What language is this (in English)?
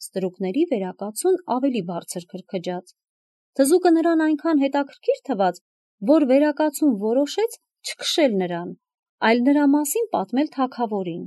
Armenian